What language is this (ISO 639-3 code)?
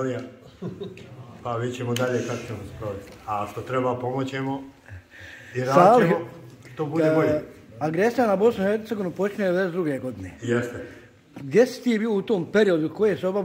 bos